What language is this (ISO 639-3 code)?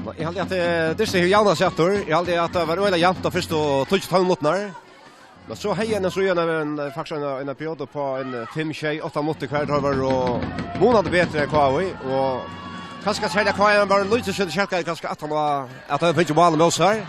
fao